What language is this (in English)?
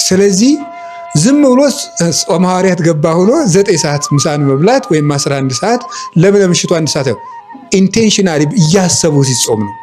Amharic